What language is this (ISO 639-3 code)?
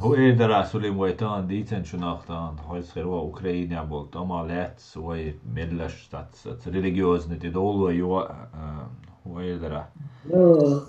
che